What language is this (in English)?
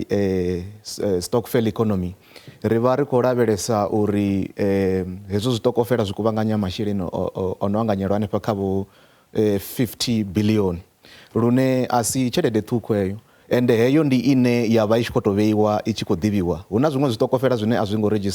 Venda